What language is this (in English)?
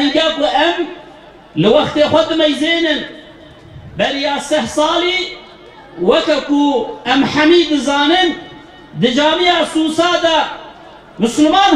Kurdish